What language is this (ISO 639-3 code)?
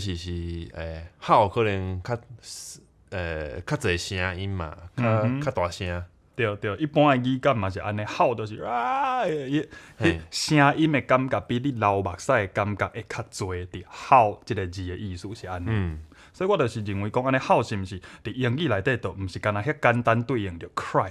nan